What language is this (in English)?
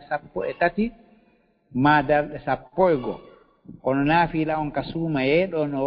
Fula